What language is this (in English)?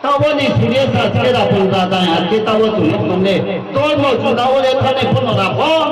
Riang (India)